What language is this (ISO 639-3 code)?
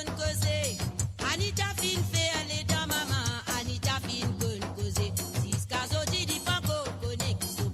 mfe